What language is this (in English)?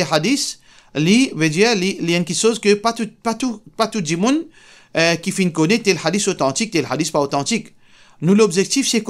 Morisyen